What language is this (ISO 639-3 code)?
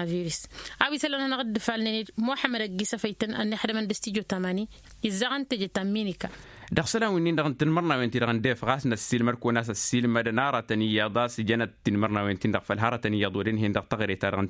taq